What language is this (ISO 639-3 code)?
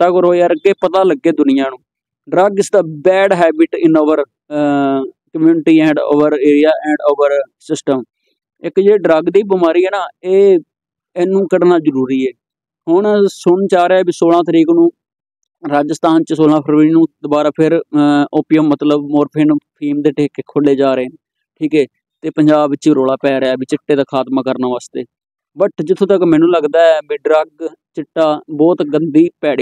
pan